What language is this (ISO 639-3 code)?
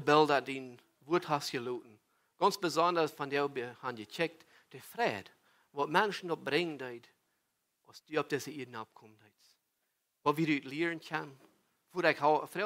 pdt